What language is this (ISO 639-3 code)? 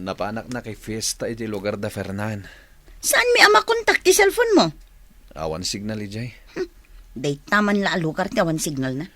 ilo